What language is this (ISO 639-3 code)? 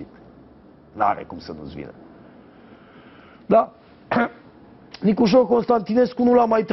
ron